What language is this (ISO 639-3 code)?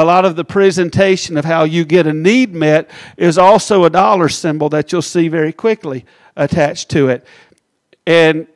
eng